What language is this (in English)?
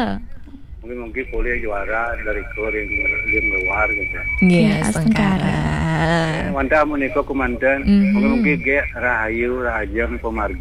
Balinese